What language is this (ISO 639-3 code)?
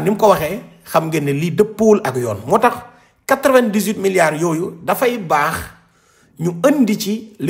wol